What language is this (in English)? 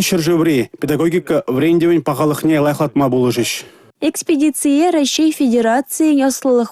Chuvash